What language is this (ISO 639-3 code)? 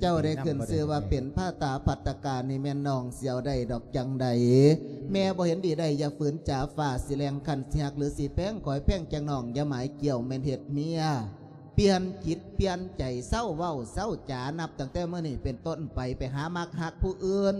lao